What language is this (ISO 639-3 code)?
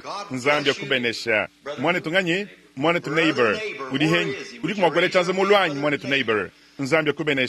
lua